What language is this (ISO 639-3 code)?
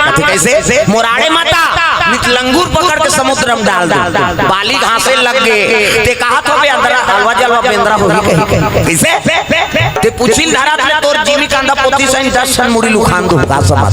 hne